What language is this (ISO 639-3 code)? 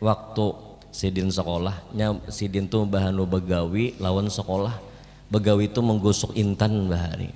bjn